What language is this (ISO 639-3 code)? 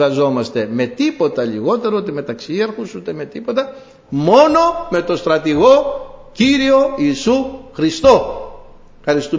ell